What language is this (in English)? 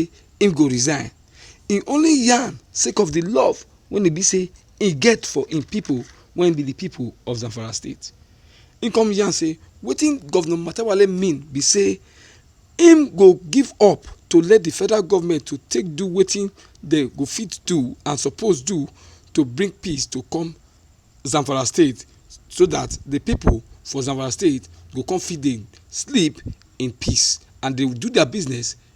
Nigerian Pidgin